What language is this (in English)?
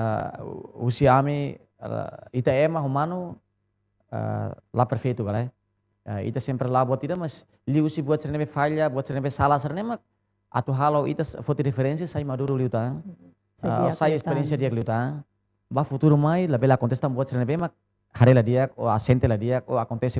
Tetum